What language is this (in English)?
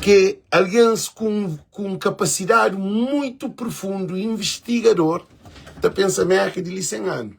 Kabuverdianu